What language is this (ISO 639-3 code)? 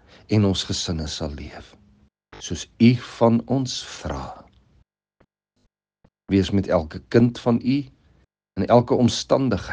afr